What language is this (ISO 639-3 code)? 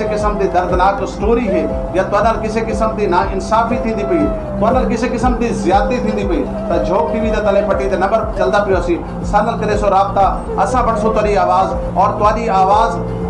skr